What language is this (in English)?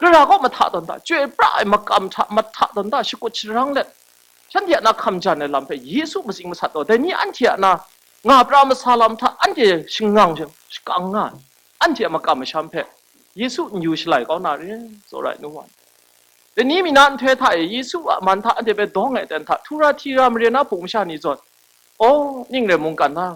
Kachin